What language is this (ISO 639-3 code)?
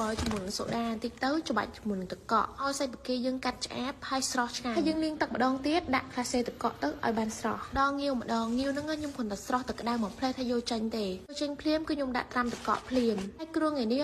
khm